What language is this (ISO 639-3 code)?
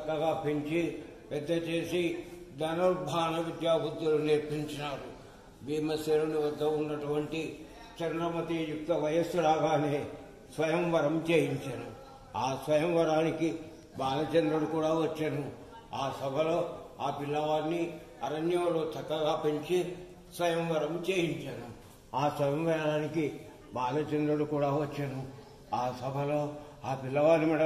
tel